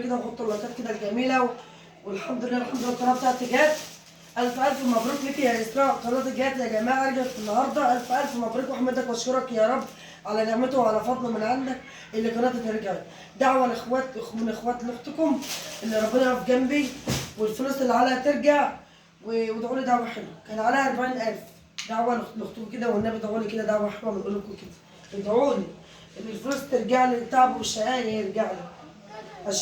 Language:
Egyptian Arabic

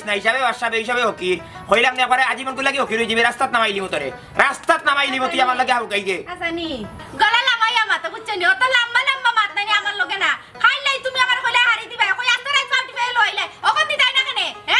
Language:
Sylheti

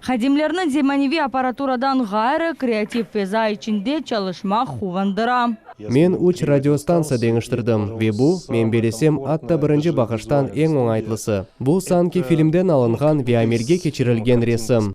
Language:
Crimean Tatar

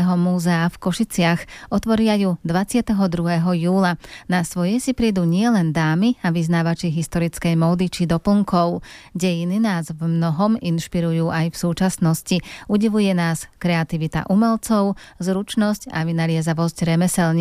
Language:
Slovak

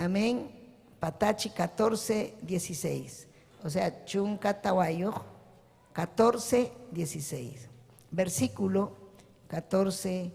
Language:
Ayacucho Quechua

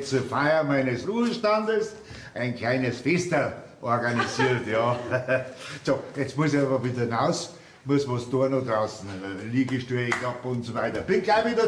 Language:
Bavarian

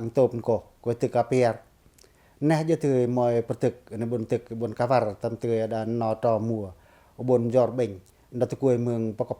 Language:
Pacoh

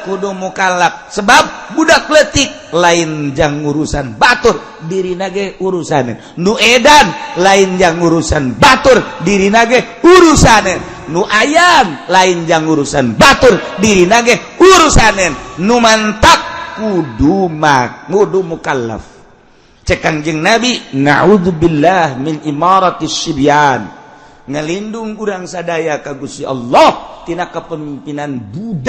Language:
Sundanese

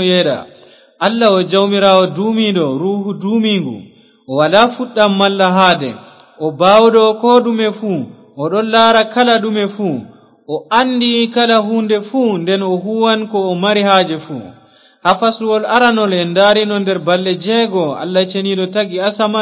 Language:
Fula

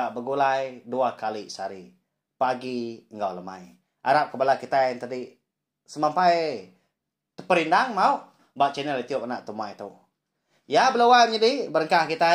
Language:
Iban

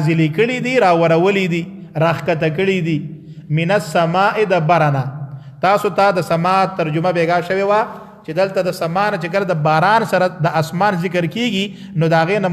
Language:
Pashto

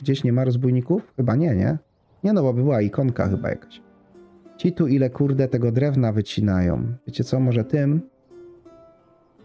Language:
Polish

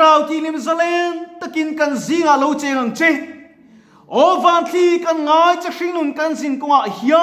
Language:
Mizo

